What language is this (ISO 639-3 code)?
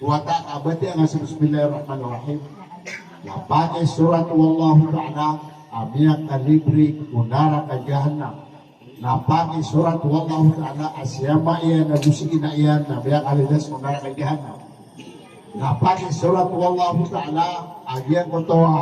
mrw